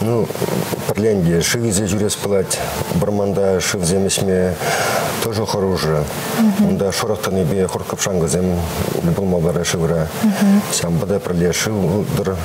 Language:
Chuvash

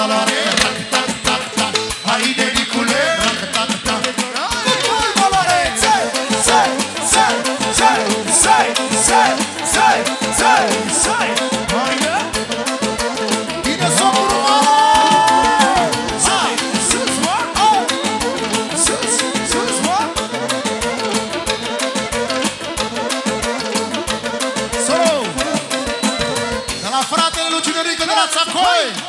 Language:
Romanian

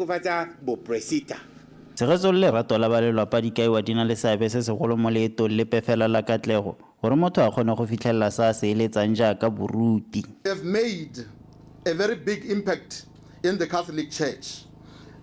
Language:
Tswana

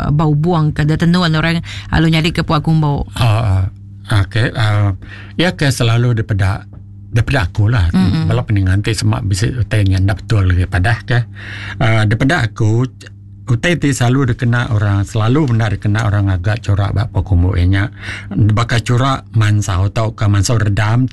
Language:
Iban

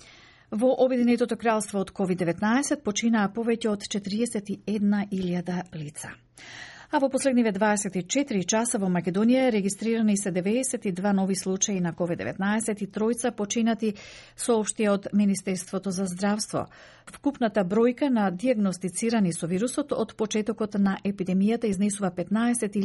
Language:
Macedonian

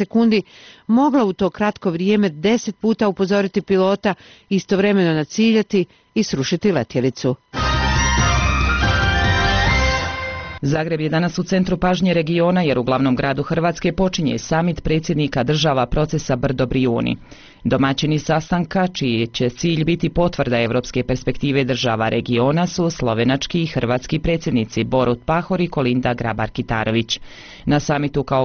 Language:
Bosnian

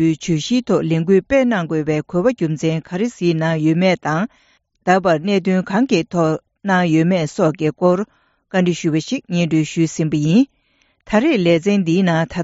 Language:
Tibetan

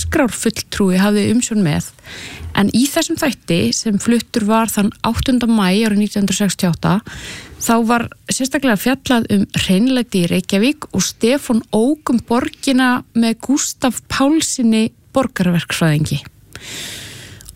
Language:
Icelandic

